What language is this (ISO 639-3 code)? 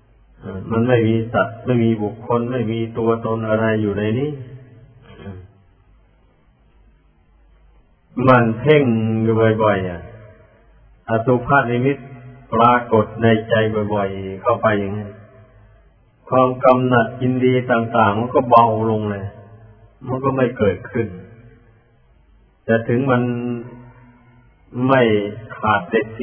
tha